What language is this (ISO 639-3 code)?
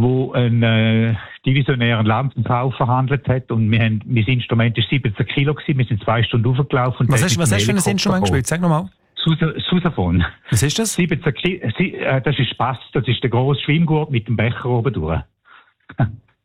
deu